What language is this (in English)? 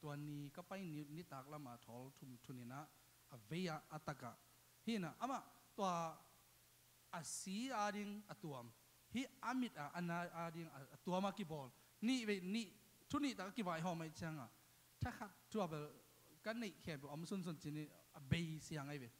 Tedim Chin